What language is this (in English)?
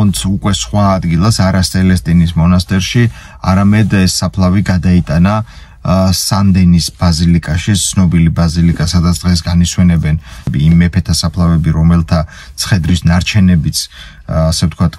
Georgian